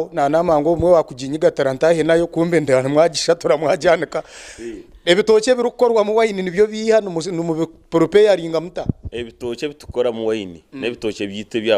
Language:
Nyankole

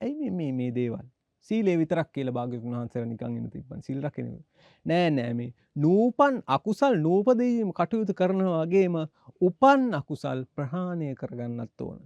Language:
Sinhala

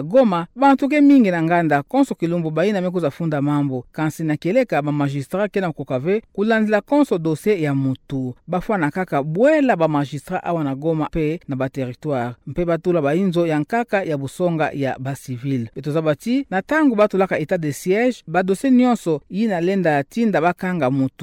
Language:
Kituba (Democratic Republic of Congo)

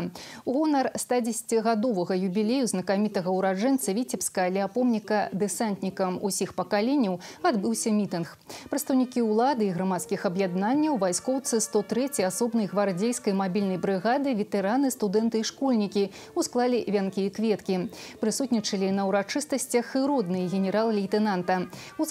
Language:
Belarusian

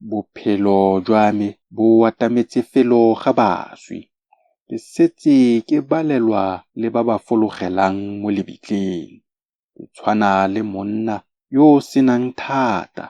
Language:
Tswana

